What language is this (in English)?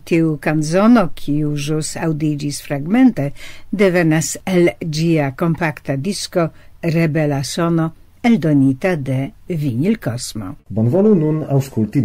Esperanto